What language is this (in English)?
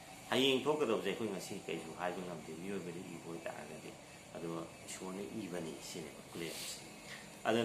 Manipuri